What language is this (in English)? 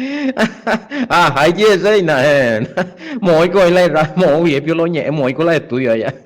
Guarani